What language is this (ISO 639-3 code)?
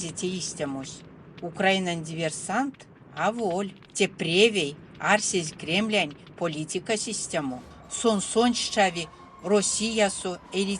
myv